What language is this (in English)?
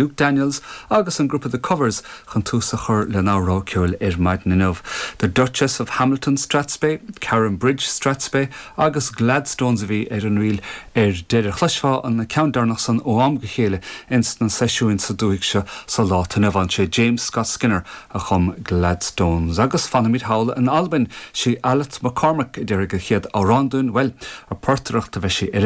Irish